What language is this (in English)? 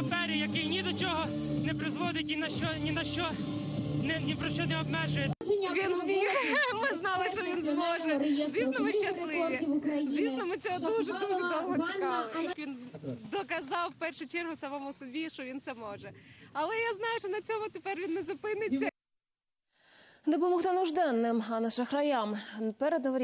Ukrainian